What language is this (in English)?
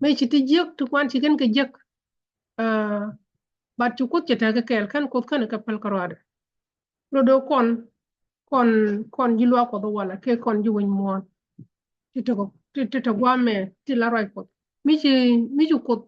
Nuer